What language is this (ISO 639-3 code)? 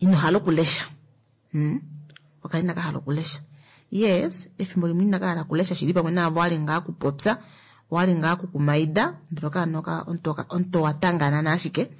kua